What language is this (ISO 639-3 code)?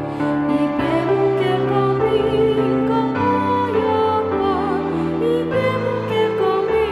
pam